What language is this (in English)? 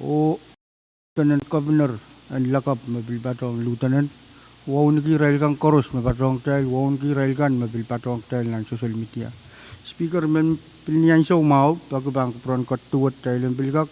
Pohnpeian